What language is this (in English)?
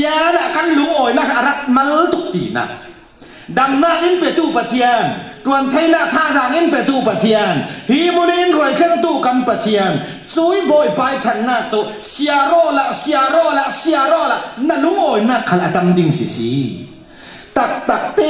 Falam Chin